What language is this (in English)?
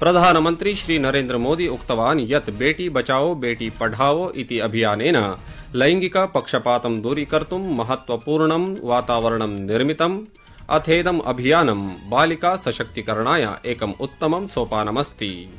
Sanskrit